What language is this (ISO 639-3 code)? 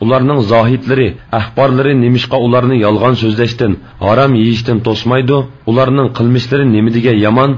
uig